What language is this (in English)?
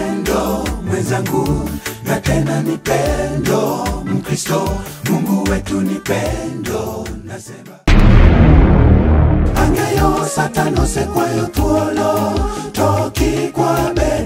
Swahili